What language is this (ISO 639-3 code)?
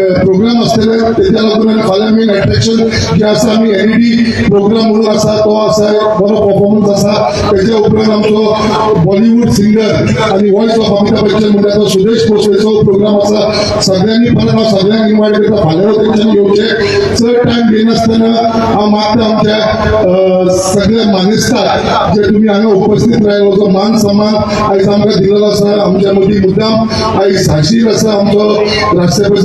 kok